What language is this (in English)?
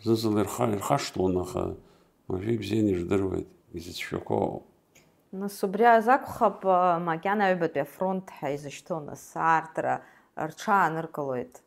Abkhazian